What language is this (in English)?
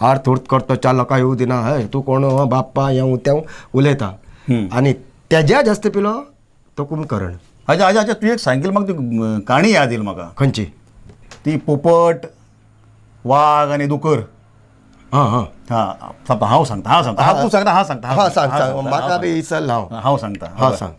Konkani